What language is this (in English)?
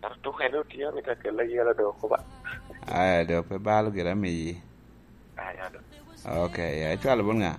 Lango (Uganda)